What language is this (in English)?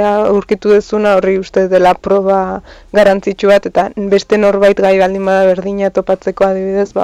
Basque